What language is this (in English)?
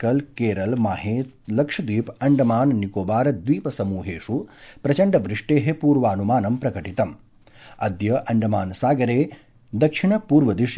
Sanskrit